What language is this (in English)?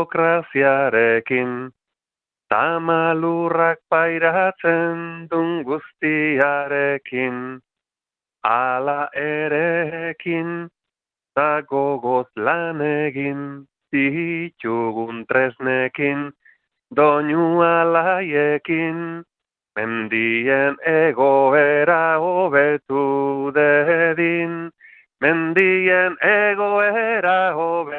Basque